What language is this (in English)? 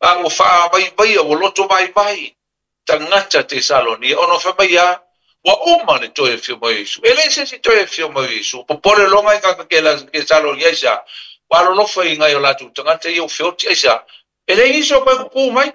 Samoan